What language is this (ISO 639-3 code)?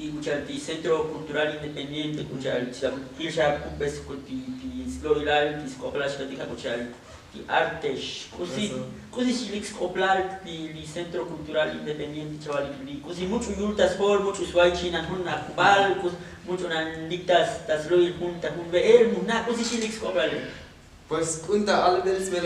tzo